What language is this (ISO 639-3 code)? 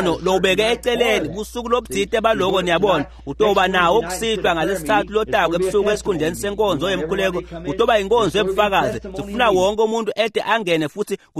ssw